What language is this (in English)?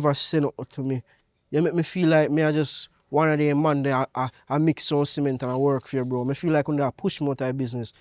Jamaican Creole English